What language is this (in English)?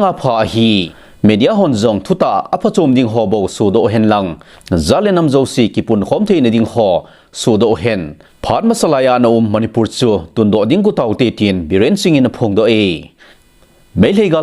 Thado Chin